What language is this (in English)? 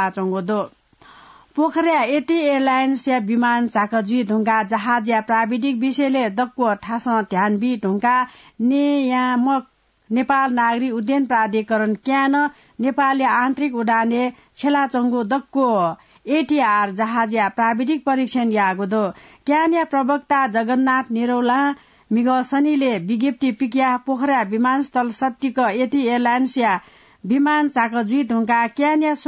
Newari